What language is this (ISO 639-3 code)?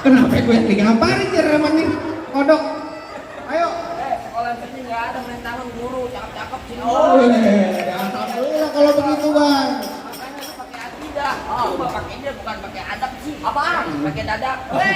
bew